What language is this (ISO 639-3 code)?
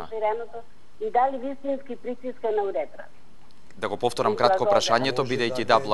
mkd